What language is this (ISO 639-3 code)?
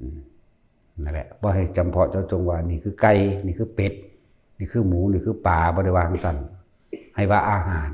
tts